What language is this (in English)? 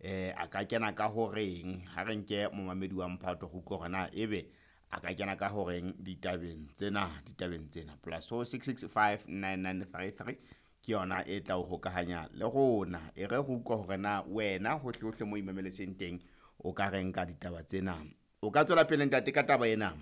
Southern Sotho